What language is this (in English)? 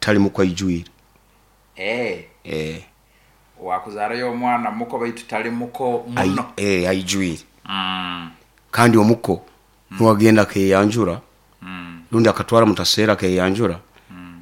Nyoro